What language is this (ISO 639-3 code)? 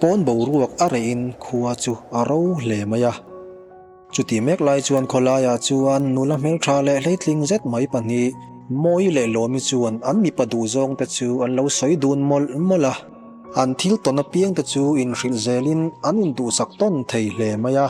lus